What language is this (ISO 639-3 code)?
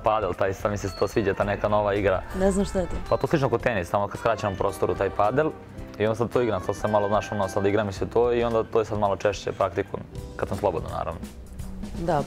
srp